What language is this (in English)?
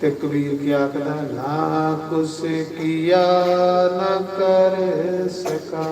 Dogri